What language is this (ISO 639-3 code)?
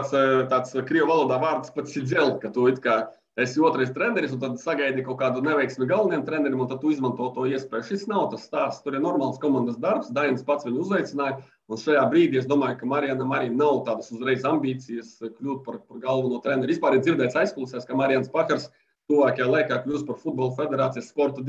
lav